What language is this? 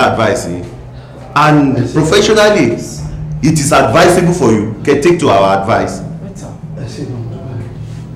Yoruba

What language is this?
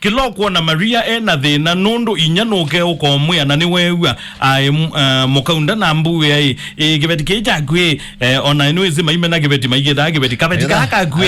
Kamba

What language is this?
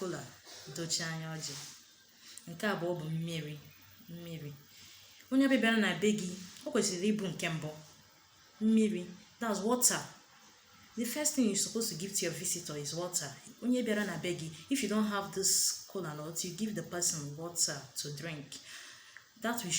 Igbo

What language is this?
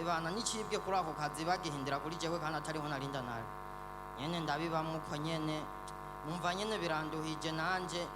Rundi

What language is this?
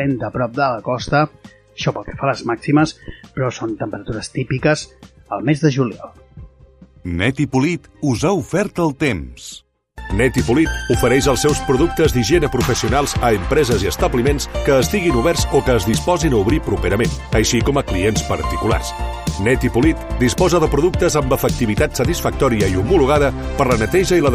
Catalan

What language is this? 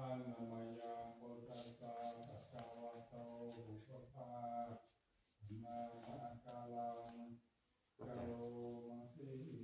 Pali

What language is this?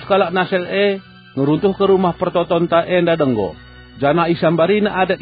Batak Karo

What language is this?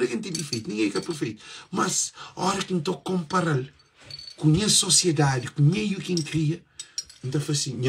Kabuverdianu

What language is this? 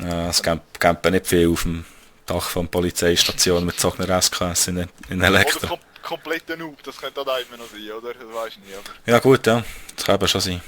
Swiss German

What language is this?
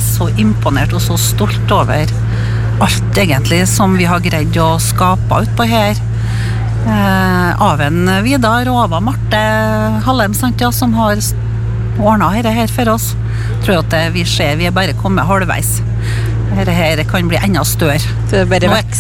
Norwegian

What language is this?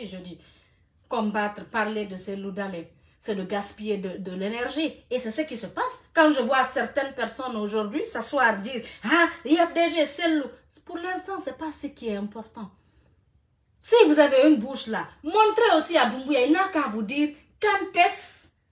French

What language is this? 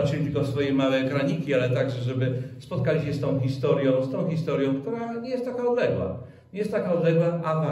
Polish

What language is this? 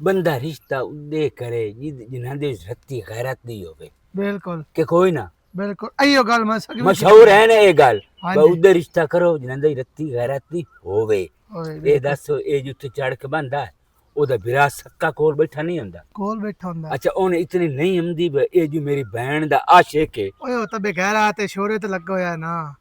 Western Panjabi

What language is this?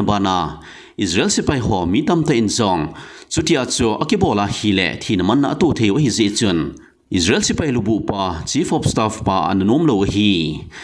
Thado Chin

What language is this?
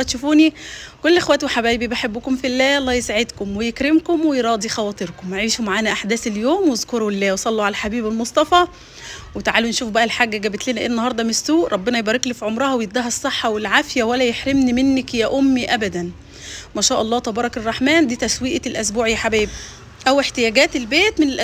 Egyptian Arabic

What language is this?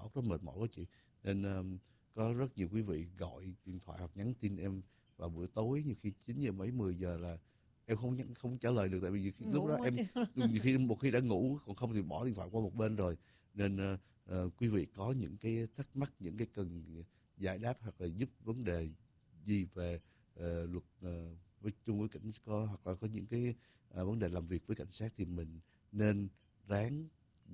Vietnamese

